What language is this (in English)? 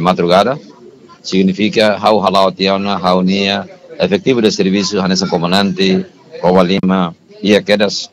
Tetum